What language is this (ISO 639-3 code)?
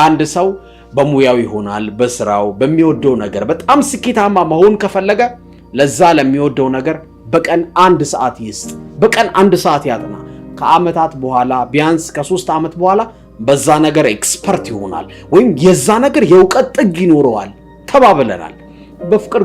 amh